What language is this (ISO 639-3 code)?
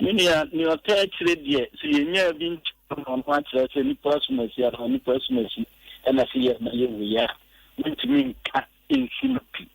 aka